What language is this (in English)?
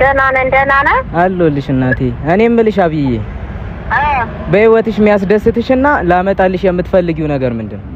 Amharic